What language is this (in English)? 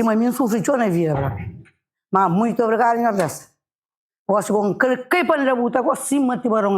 Kabuverdianu